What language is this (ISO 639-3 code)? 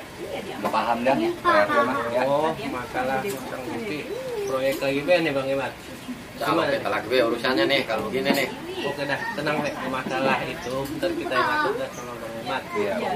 bew